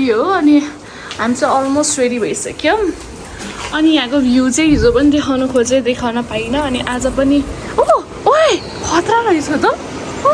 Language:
Nepali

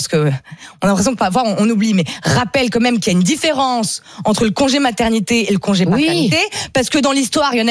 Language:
French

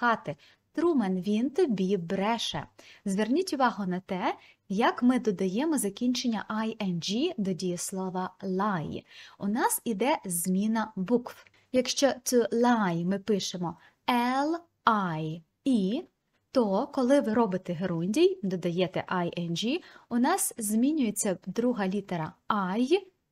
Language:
Ukrainian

